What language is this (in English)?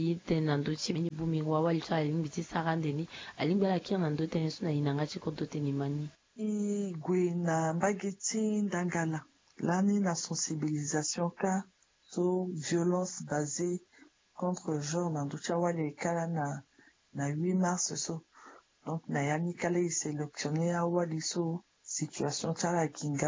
Sango